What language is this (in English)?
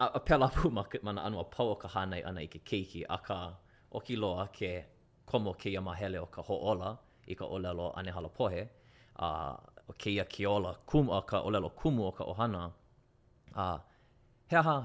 Hawaiian